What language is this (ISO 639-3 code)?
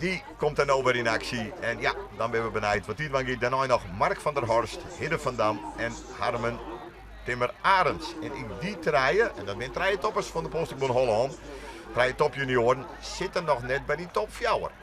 fry